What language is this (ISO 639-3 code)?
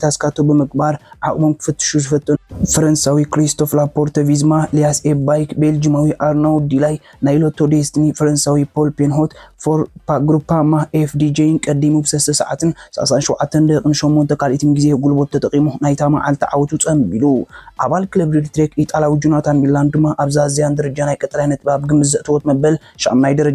tir